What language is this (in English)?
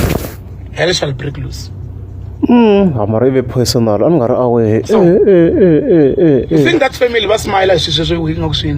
Tsonga